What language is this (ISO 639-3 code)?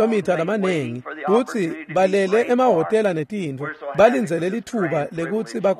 ssw